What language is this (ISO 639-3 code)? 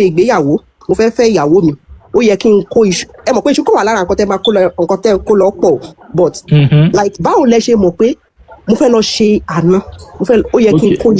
yor